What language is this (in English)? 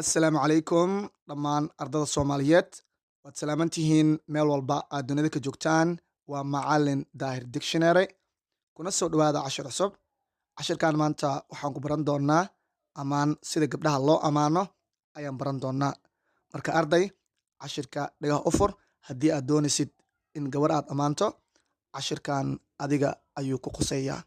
Somali